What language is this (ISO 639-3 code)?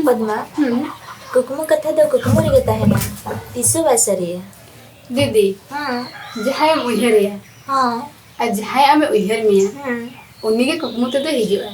sat